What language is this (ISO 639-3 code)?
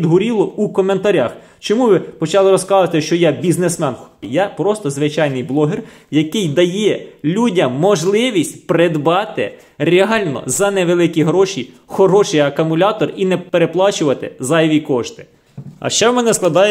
ukr